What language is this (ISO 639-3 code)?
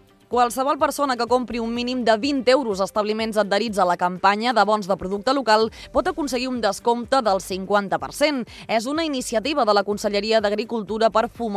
cat